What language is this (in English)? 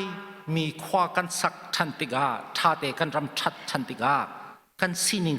Hakha Chin